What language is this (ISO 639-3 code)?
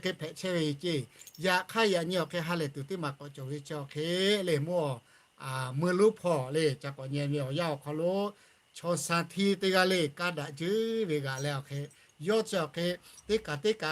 lhu